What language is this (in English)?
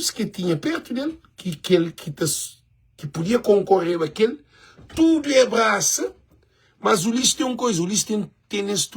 Kabuverdianu